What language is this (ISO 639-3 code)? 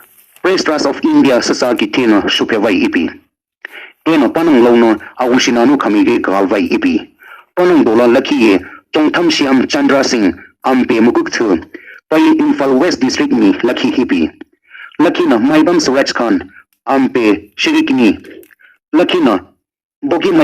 nsm